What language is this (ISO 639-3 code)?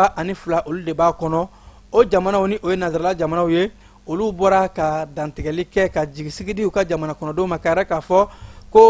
bam